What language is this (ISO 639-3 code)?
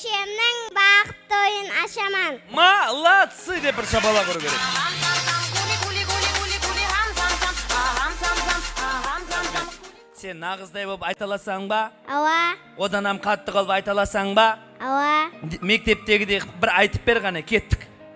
kaz